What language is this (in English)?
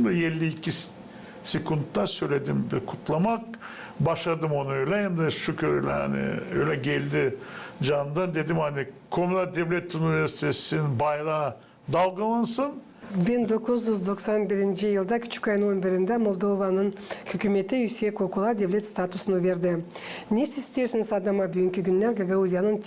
Gagauz